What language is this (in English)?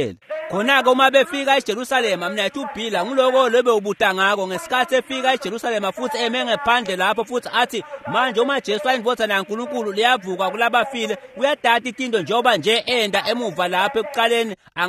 Swati